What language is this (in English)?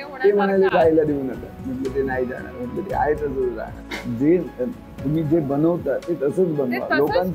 Marathi